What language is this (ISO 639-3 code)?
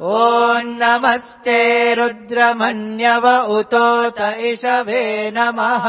san